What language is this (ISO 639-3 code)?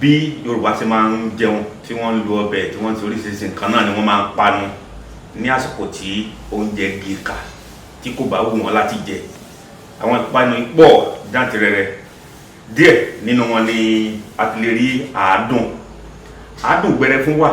yor